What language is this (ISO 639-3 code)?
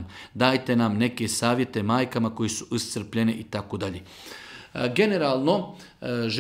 bos